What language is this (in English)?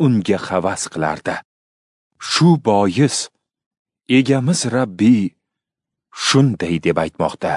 Uzbek